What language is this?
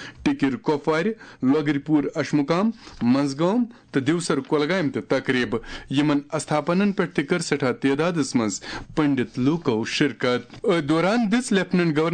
Kashmiri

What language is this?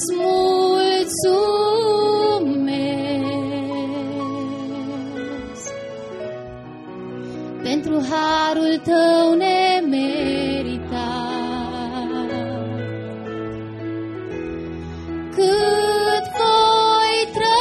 Romanian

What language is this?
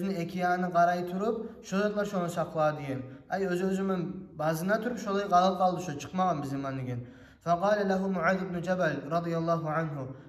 Kumyk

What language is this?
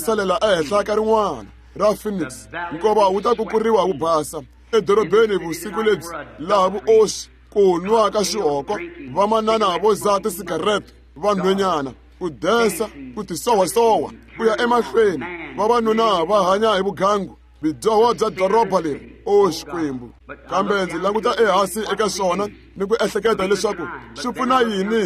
Tsonga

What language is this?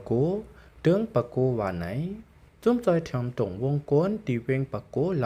Lao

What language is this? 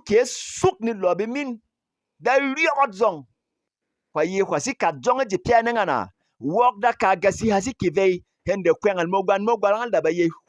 Berom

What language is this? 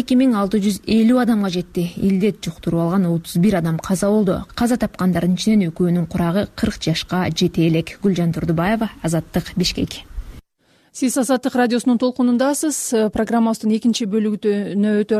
Kyrgyz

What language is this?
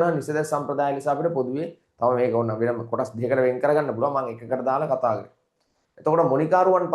Sinhala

